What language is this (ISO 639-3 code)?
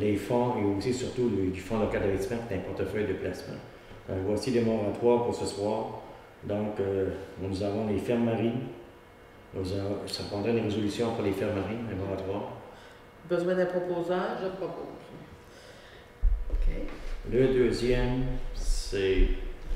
fra